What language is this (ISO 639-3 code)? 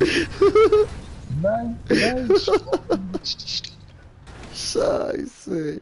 gsw